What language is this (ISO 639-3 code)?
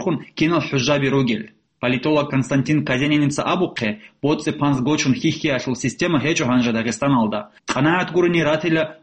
ava